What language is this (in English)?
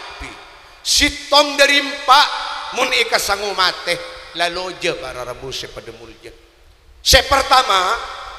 Madurese